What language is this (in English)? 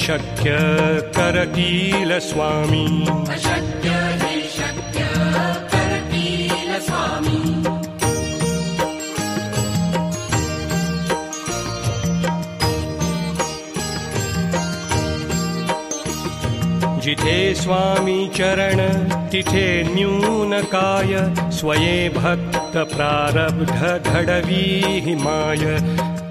Marathi